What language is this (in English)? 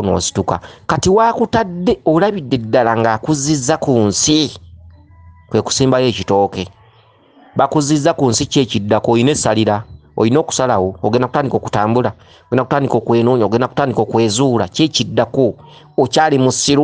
Ganda